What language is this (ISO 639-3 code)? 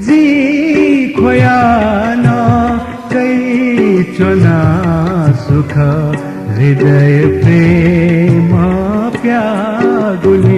new